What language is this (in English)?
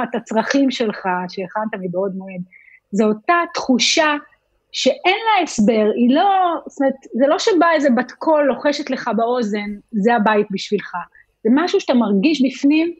Hebrew